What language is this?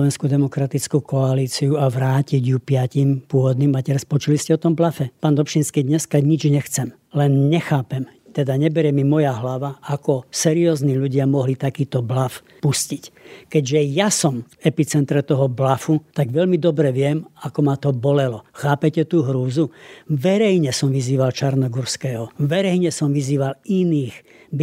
Slovak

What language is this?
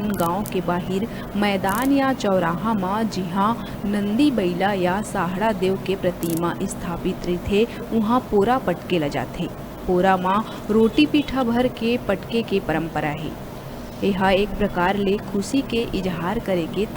Chhattisgarhi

